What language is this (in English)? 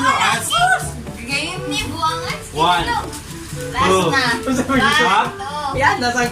Cebuano